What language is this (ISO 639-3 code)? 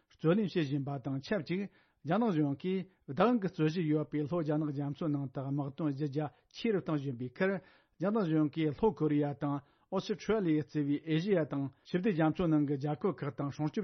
bod